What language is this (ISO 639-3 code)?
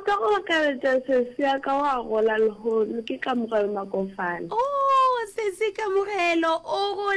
nso